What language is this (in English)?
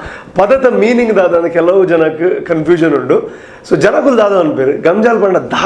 Tulu